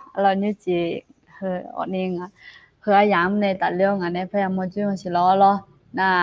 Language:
Akha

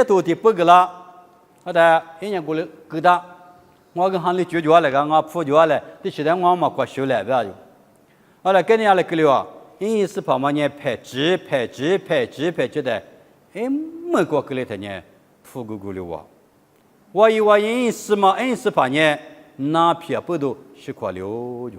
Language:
Lisu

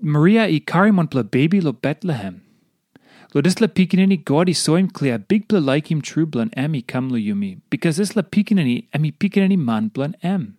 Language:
Tok Pisin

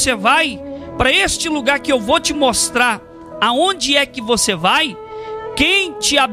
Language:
Portuguese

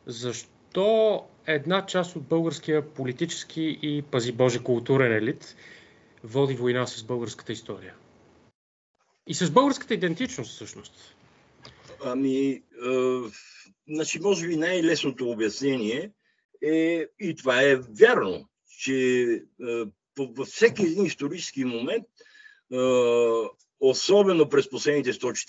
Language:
Bulgarian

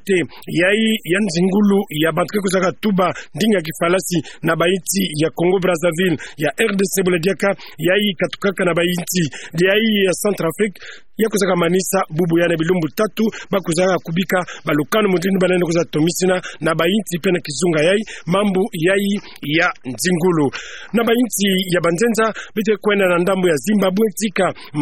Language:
Kituba (Democratic Republic of Congo)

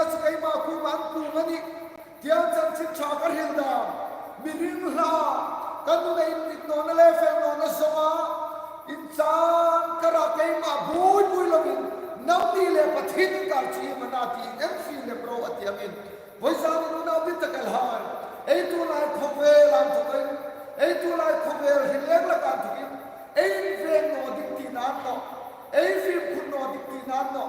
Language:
Hmar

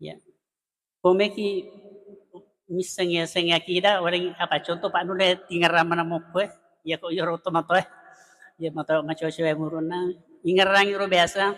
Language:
Buginese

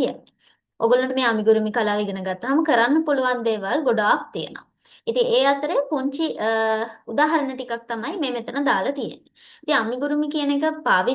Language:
Sinhala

